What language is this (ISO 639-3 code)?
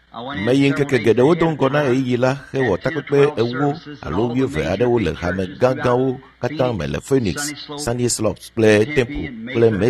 ewe